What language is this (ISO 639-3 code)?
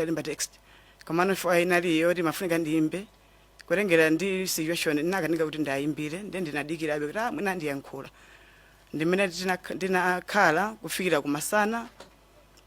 nya